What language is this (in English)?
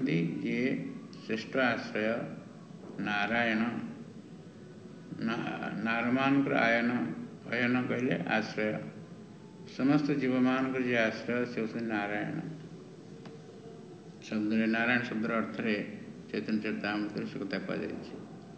Odia